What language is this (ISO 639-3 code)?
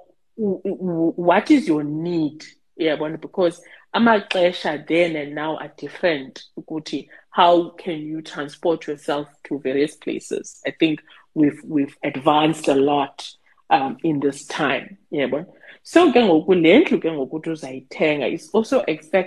xho